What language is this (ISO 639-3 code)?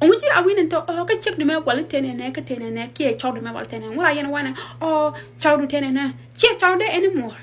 nus